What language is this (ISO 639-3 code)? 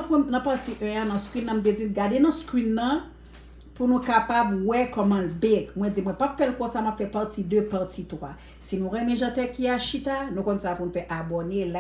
hat